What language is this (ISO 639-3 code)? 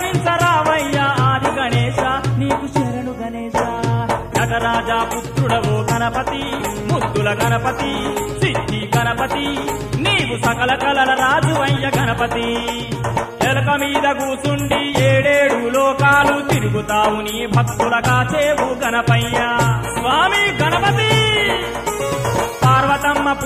tel